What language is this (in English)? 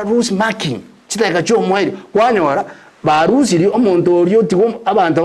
Gusii